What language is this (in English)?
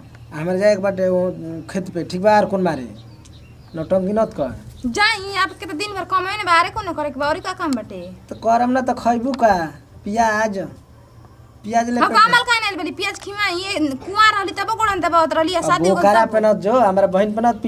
Bhojpuri